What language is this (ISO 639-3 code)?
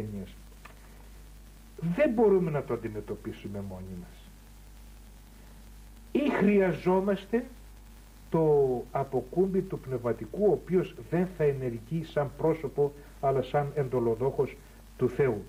ell